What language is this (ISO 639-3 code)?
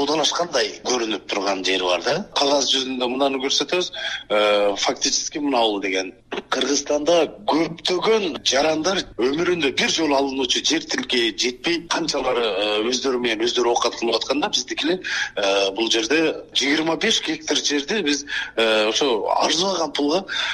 kir